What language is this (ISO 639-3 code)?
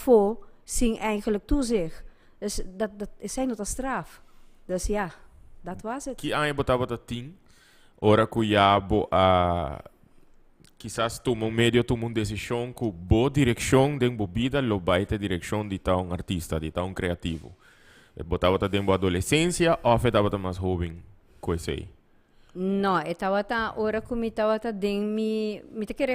pap